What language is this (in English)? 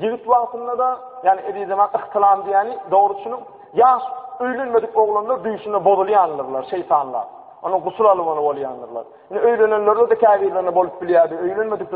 Turkmen